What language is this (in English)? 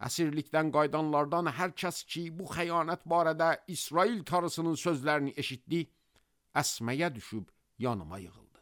Azerbaijani